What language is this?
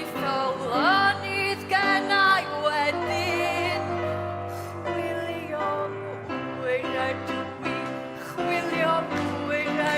Welsh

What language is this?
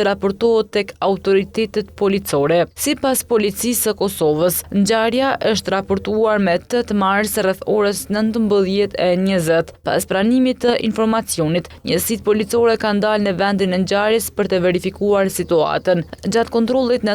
Albanian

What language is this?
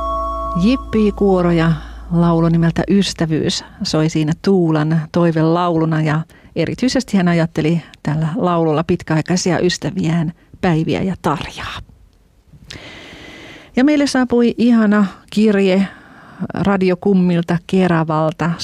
Finnish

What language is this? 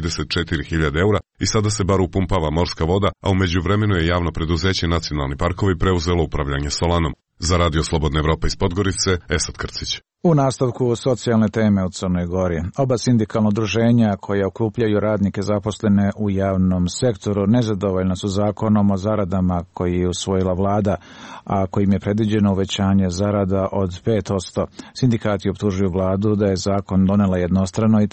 Serbian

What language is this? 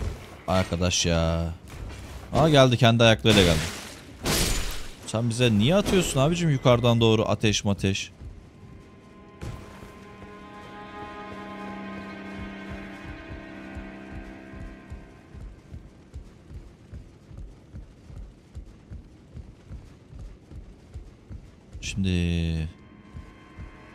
Turkish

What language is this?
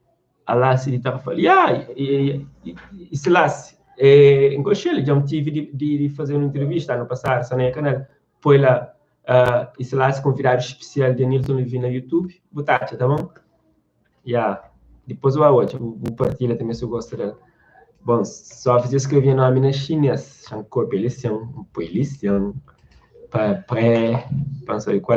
Kabuverdianu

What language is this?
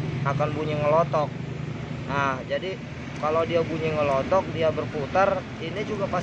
Indonesian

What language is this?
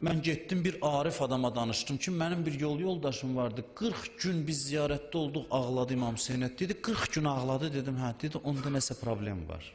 Azerbaijani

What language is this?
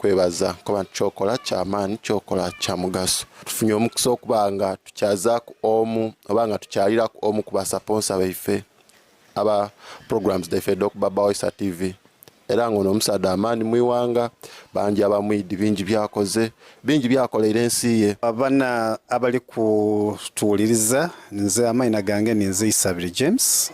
Soga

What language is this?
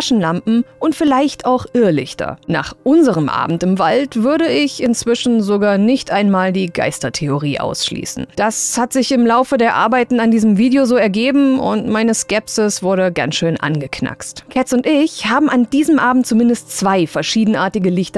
German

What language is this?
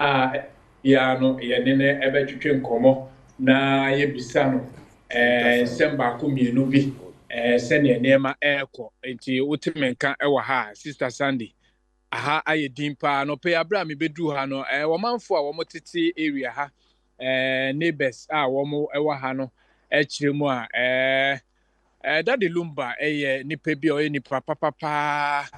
Akan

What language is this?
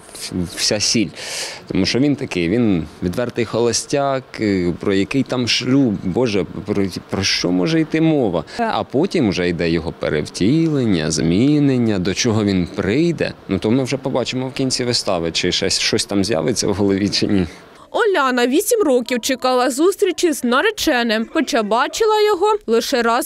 Ukrainian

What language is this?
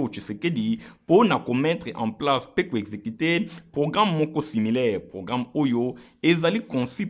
Lingala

